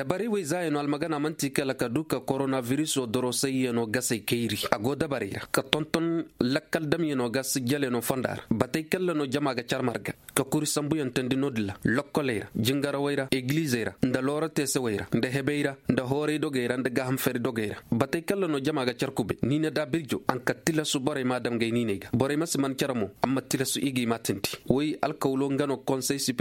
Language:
Koyraboro Senni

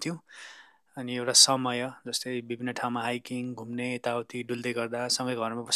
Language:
Nepali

